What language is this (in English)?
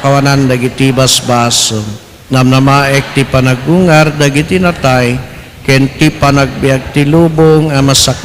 Iloko